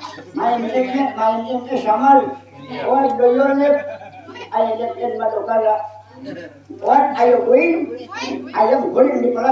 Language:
Banjar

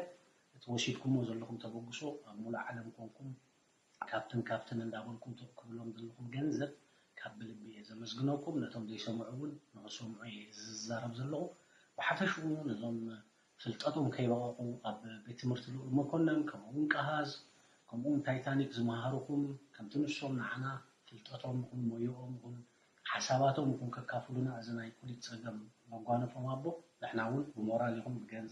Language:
Tigrinya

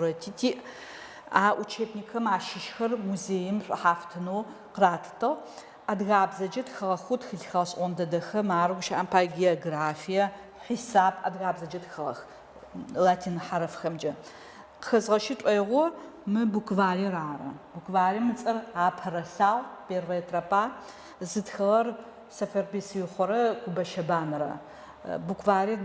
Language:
Adyghe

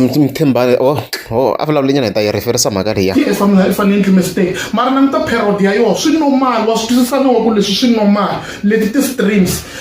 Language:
Tsonga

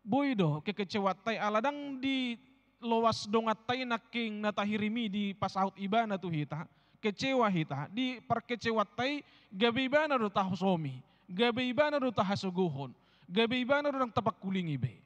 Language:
Batak Toba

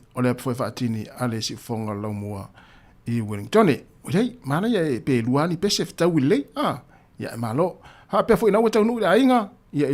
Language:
Samoan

